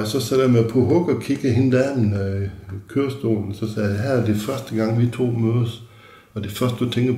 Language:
Danish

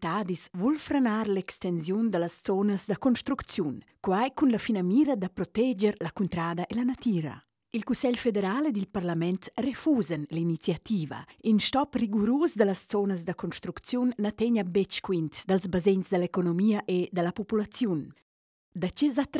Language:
Romansh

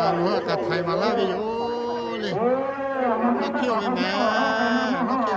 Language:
Lahu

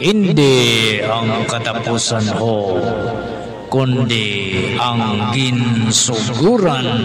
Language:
Hiligaynon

